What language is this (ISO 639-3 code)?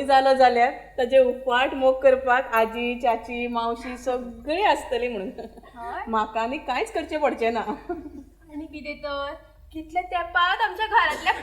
kok